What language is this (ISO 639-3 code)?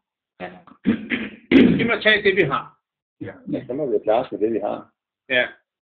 dan